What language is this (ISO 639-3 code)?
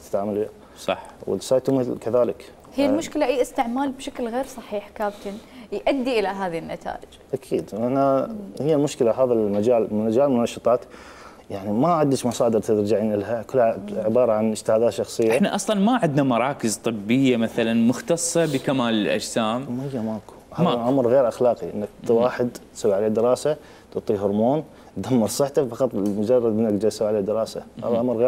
acm